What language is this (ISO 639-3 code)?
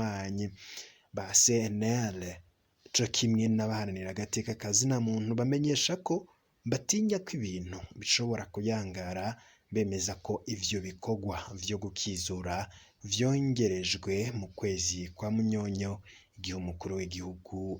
run